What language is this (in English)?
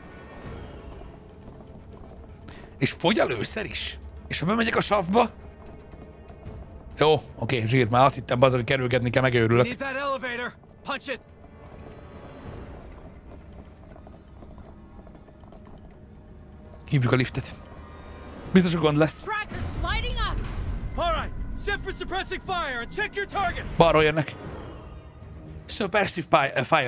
Hungarian